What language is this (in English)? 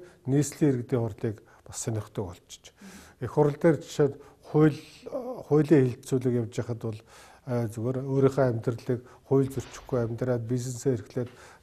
Mongolian